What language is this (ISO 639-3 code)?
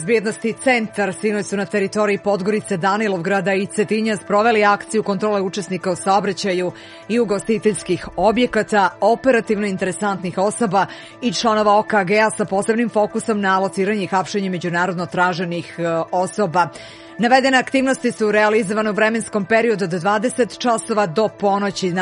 srp